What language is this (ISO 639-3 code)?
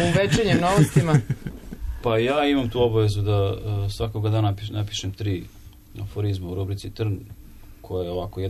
srp